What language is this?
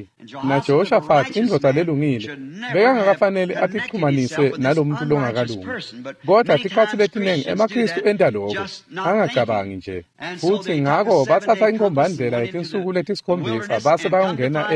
Swati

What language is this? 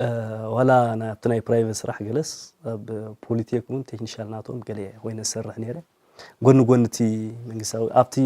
Tigrinya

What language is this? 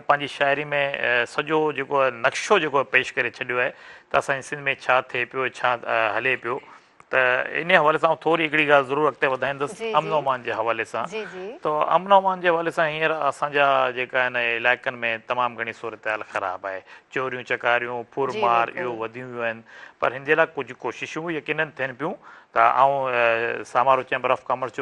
Sindhi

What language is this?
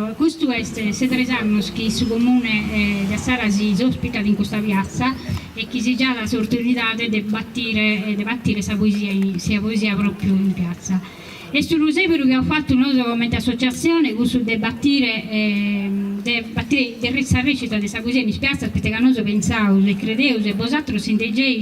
Sardinian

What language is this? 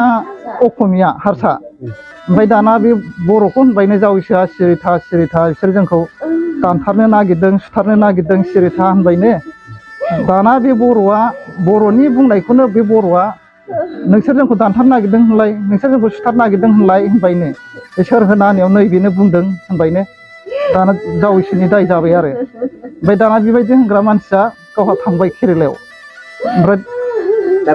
Bodo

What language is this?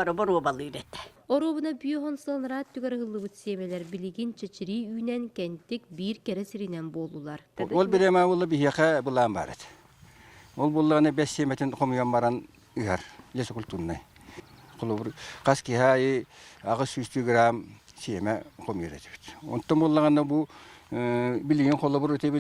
Yakut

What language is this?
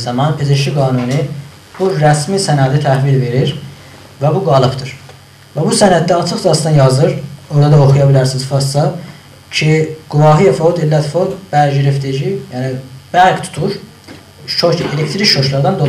South Azerbaijani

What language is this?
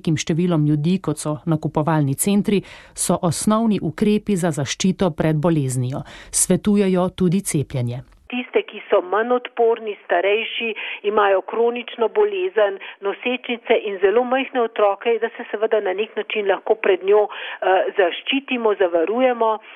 Slovenian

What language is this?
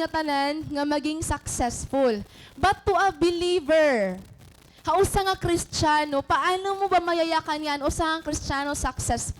Waray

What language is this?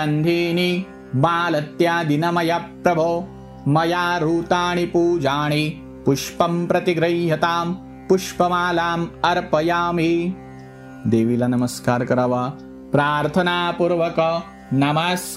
Marathi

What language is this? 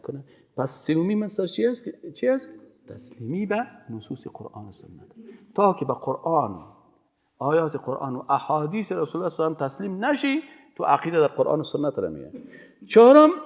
Persian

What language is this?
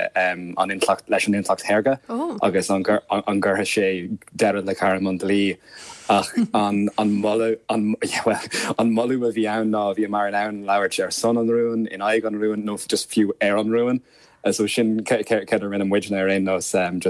Irish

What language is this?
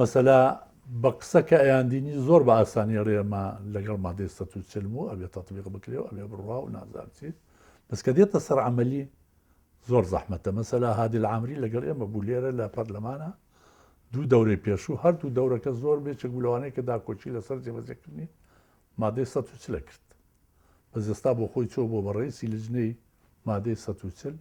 Central Kurdish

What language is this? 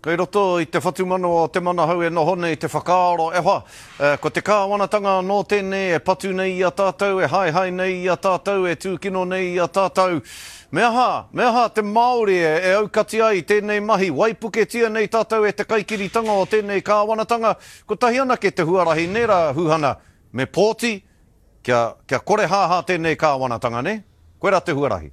Māori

